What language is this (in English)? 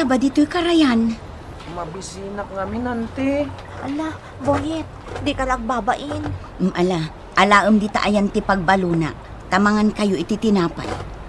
Iloko